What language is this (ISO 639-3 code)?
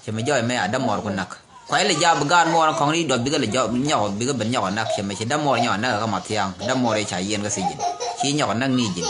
nus